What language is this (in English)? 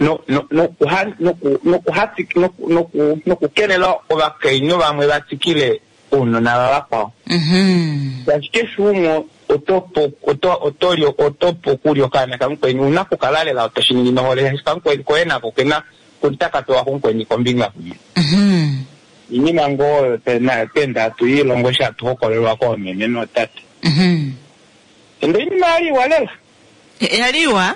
Kuanyama